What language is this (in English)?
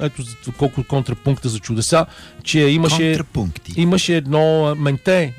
Bulgarian